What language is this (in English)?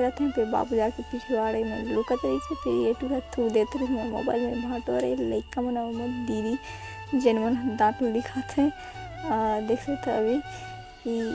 Chhattisgarhi